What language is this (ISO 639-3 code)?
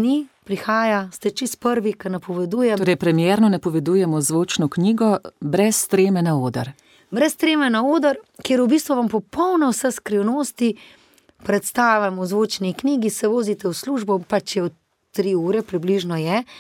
slv